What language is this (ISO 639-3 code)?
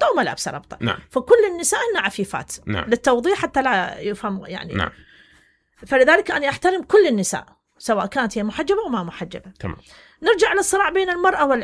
acm